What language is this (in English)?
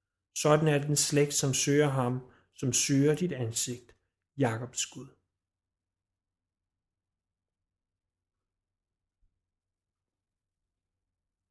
Danish